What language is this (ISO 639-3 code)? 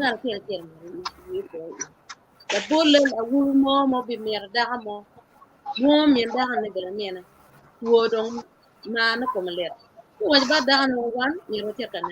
ach